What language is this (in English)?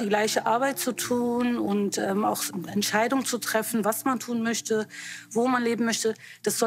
German